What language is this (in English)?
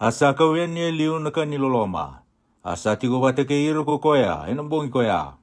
Fijian